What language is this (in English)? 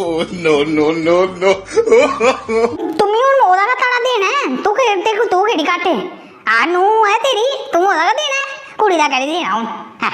Dogri